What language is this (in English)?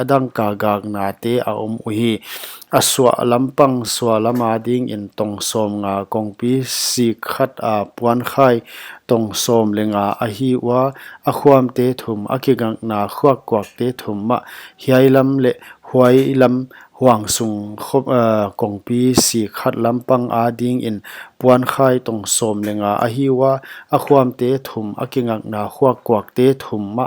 Paite Chin